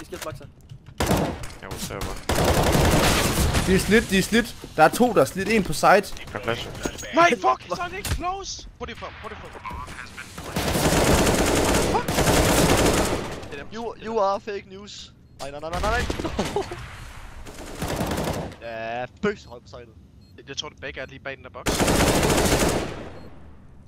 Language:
Danish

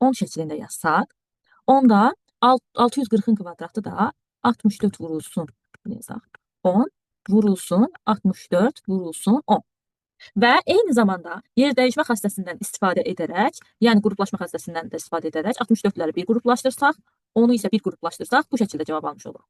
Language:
Azerbaijani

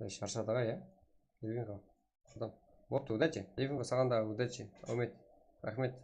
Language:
Kara-Kalpak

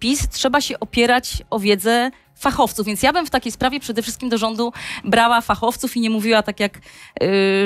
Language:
Polish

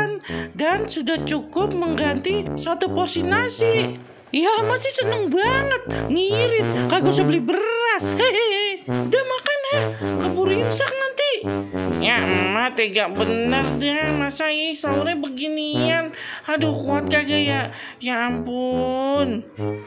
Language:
Betawi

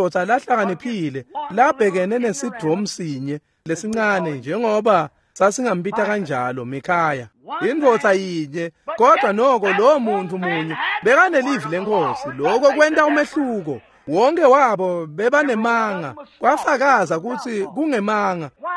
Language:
Swati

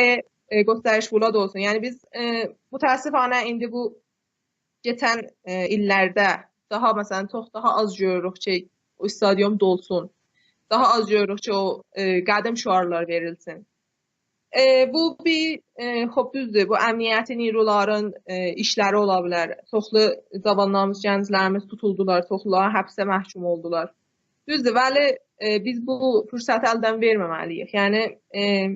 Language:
South Azerbaijani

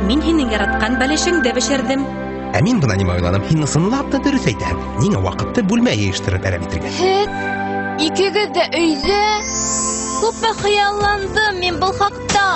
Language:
Bashkir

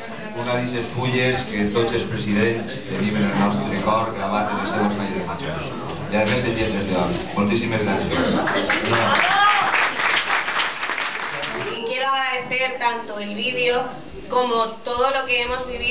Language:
Catalan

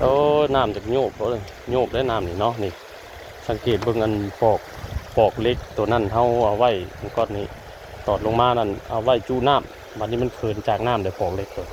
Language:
Northeastern Thai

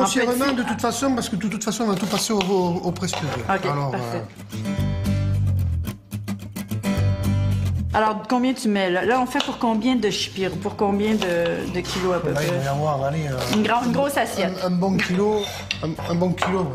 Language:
French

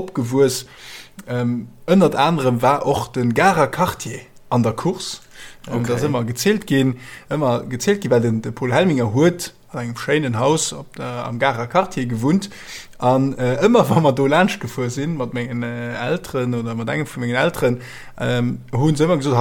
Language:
Luxembourgish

